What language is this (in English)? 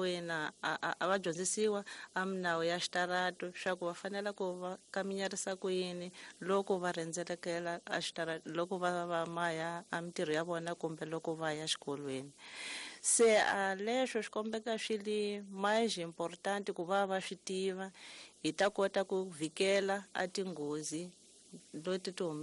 Tsonga